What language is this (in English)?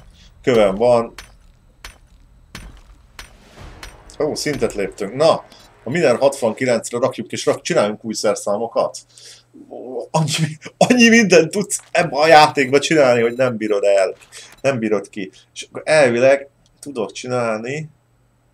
Hungarian